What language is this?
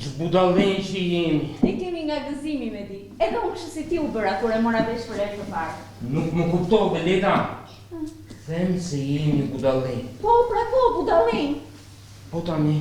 Albanian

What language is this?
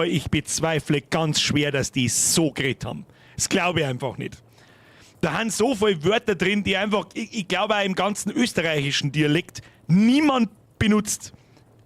Bavarian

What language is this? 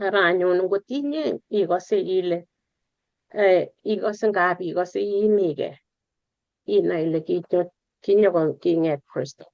Kalenjin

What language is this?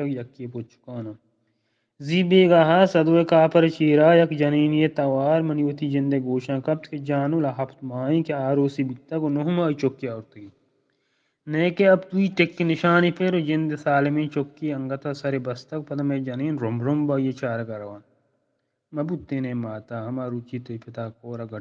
Eastern Balochi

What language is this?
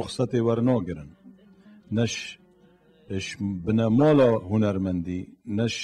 Kurdish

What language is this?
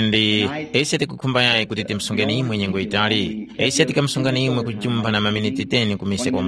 Tumbuka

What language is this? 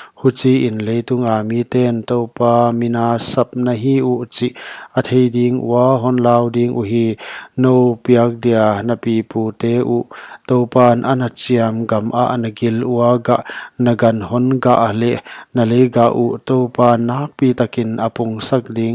Paite Chin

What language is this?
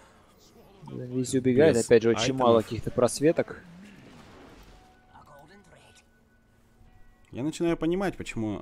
Russian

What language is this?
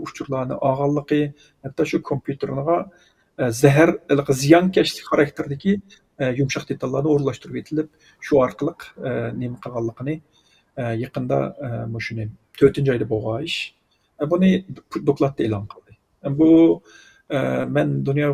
Uyghur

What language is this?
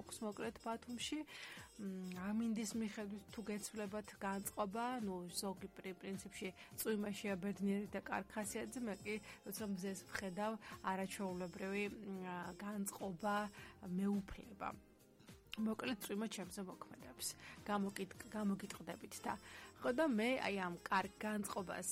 Georgian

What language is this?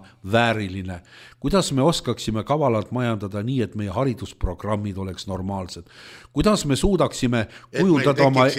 Estonian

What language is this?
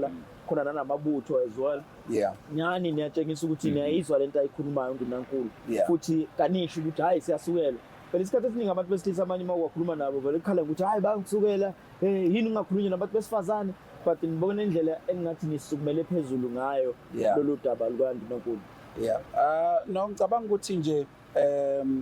Zulu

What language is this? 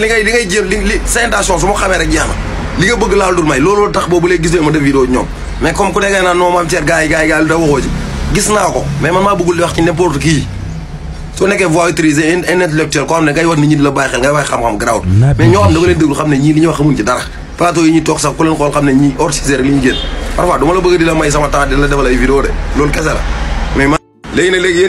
Wolof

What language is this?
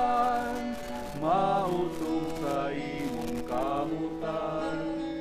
Bikol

